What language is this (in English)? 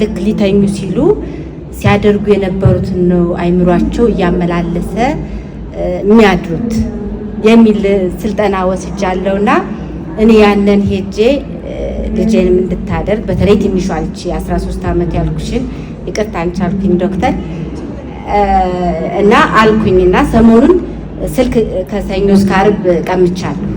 Amharic